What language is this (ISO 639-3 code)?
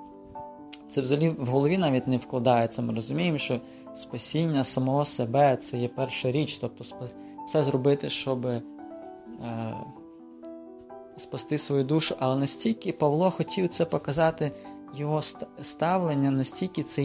ukr